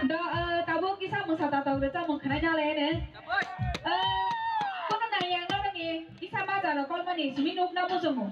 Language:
Kok Borok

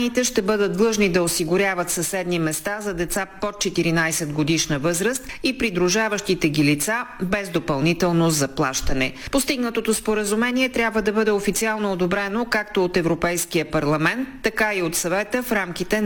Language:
Bulgarian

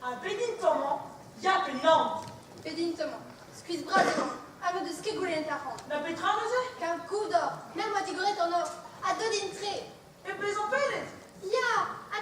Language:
Breton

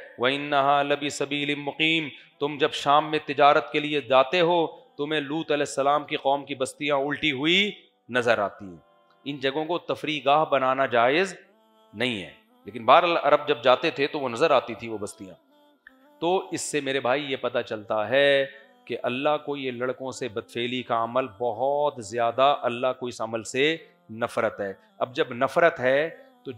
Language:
Urdu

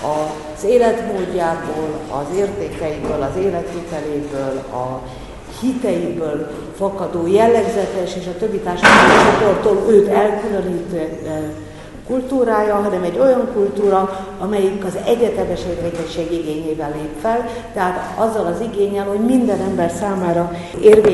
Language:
Hungarian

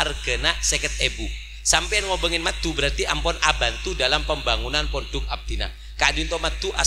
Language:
Madurese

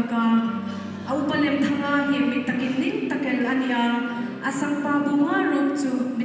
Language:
Hmar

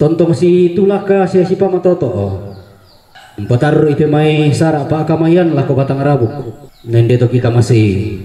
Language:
Toraja-Sa'dan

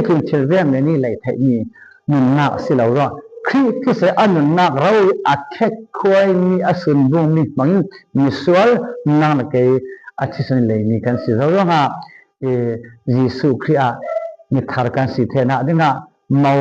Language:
Falam Chin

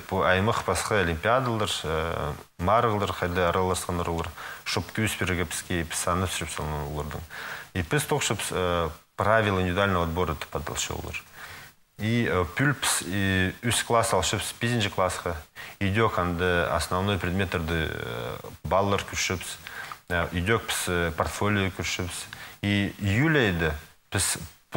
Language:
Khakas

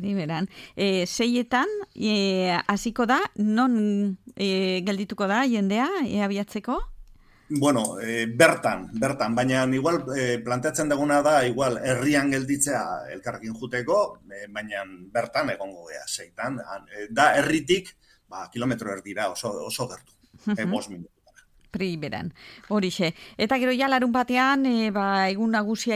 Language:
Basque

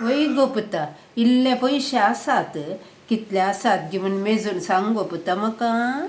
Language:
Konkani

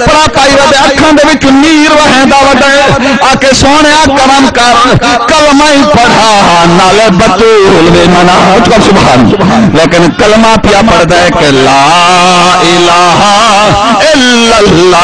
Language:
Saraiki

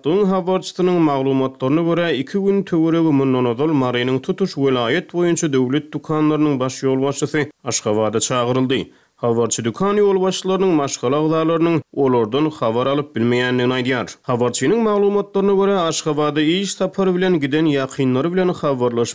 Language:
Turkmen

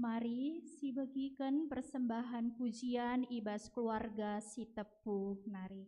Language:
Batak Karo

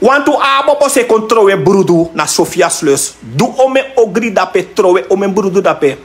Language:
Sranan Tongo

